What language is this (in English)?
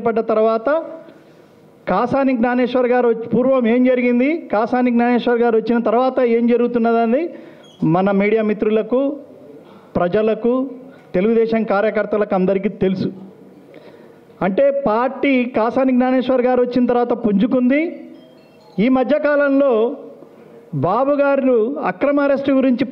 Telugu